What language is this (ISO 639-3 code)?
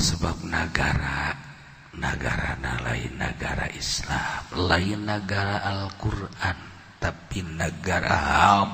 sun